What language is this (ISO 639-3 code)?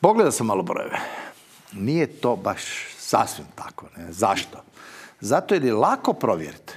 hrv